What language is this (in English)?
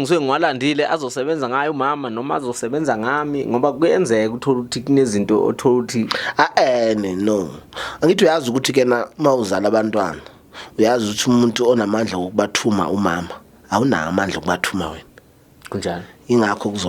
Zulu